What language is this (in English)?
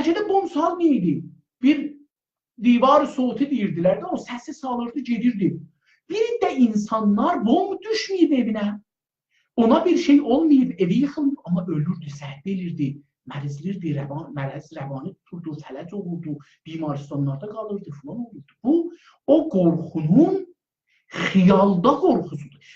South Azerbaijani